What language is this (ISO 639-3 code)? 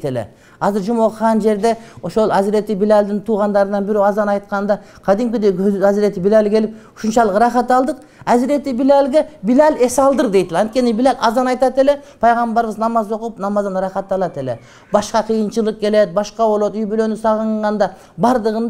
kir